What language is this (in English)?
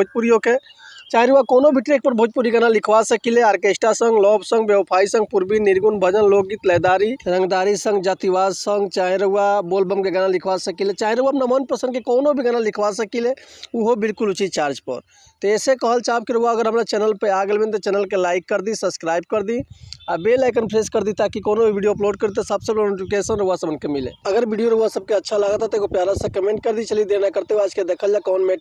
Bhojpuri